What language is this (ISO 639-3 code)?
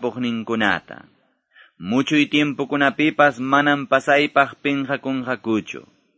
que